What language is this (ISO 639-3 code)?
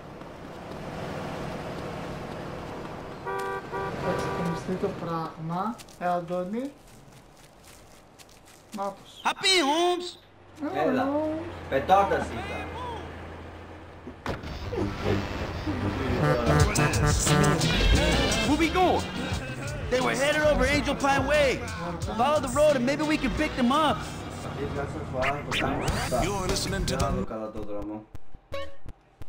ell